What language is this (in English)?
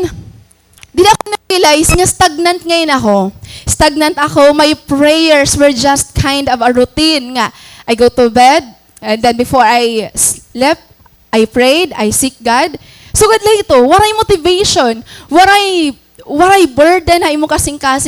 Waray